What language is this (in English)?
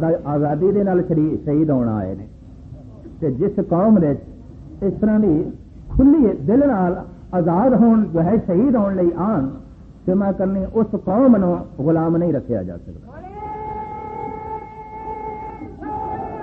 Punjabi